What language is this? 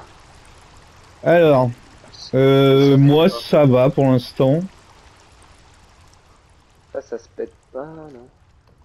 French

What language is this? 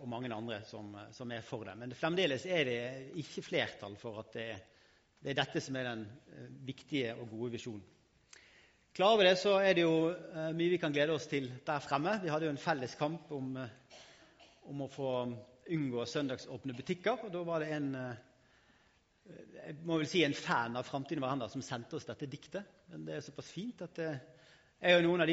Norwegian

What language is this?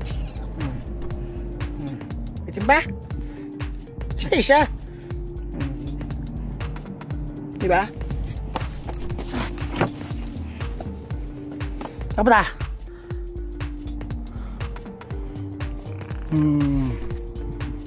Filipino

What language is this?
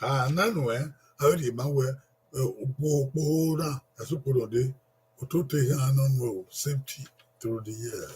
Bini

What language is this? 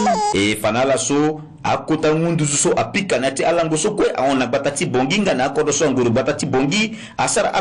Sango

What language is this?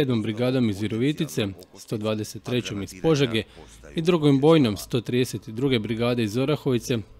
Croatian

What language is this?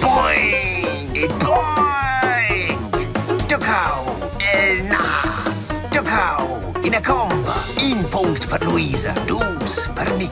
Romansh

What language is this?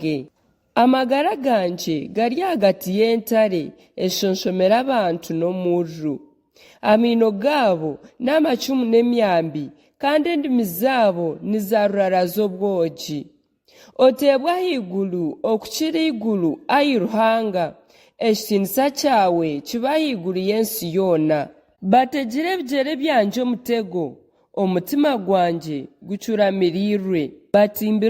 Nyankole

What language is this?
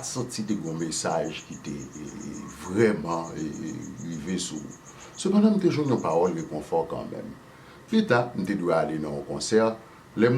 Haitian Creole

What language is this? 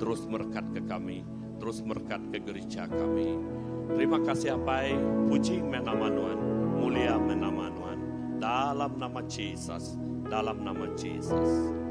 Iban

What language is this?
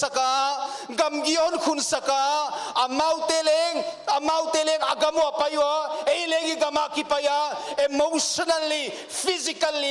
Paite Chin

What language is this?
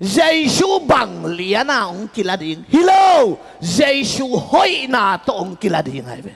Tedim Chin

